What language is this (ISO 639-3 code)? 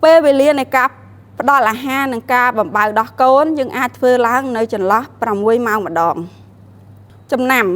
khm